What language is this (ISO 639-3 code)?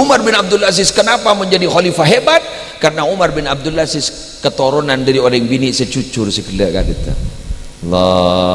mad